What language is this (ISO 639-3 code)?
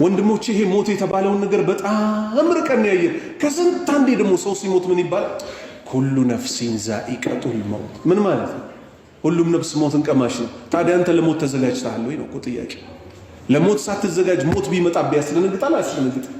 amh